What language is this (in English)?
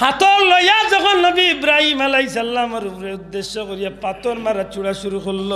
Sylheti